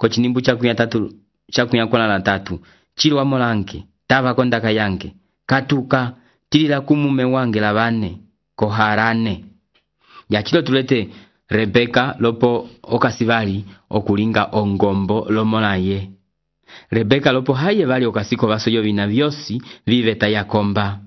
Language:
Umbundu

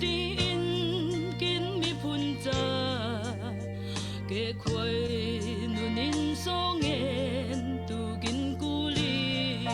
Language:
Falam Chin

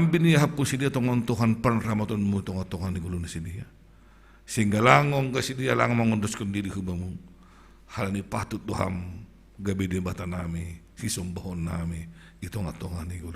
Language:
Batak Simalungun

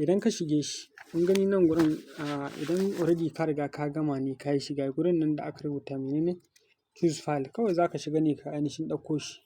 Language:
Hausa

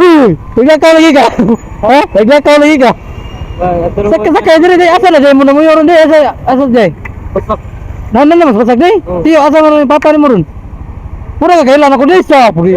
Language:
Cebuano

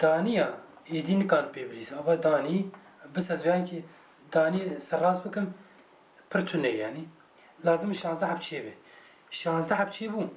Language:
Kurdish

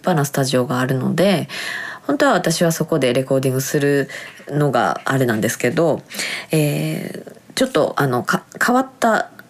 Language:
Japanese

